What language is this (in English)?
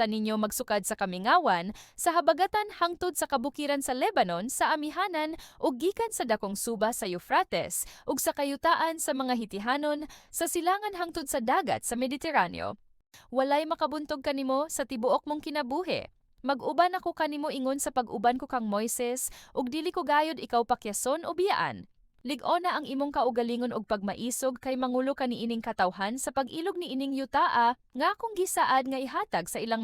Cebuano